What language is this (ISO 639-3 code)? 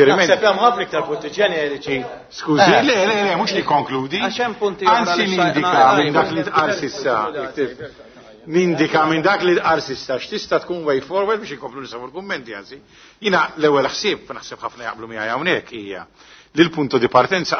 mlt